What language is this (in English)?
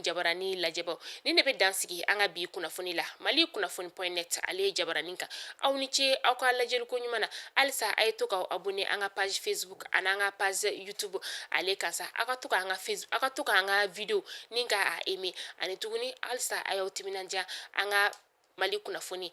Bambara